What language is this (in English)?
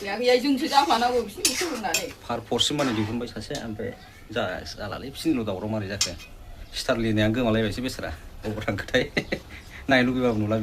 Bodo